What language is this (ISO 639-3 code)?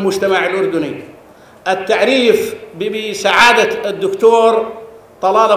ara